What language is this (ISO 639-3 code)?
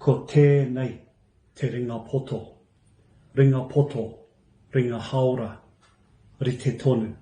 mri